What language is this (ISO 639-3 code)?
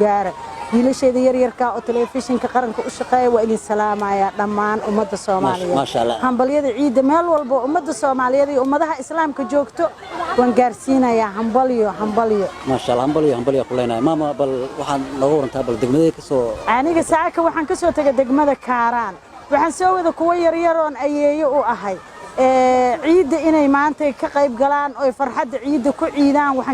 som